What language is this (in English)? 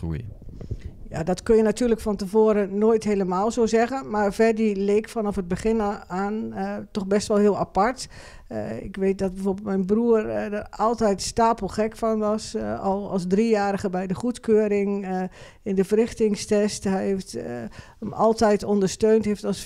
Dutch